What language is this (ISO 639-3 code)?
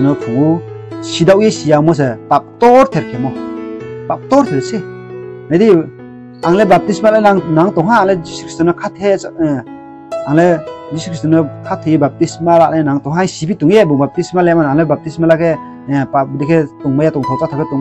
ria